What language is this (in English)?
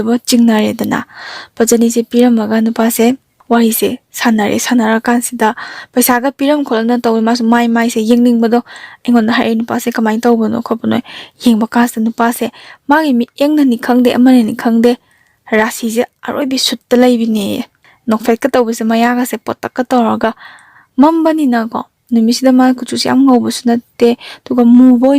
Manipuri